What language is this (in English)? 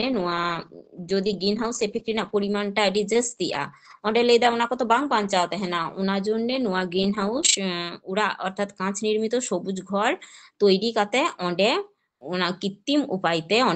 Santali